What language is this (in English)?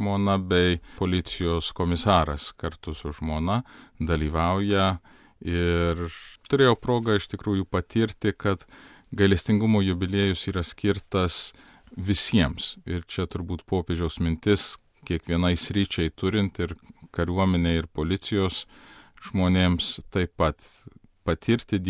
Lithuanian